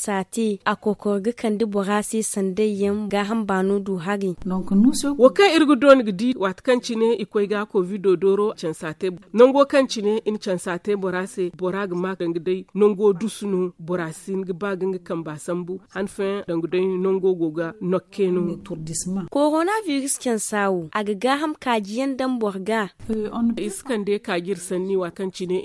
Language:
Zarma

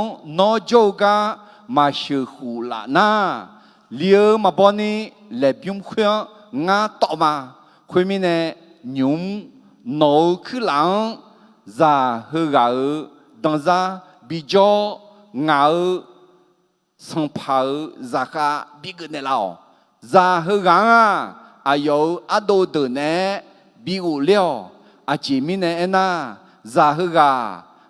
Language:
Akha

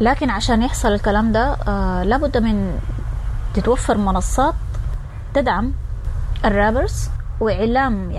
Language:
Sudanese Arabic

